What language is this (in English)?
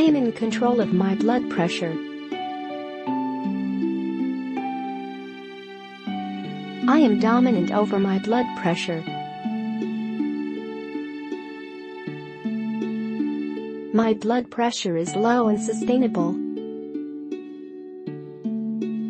English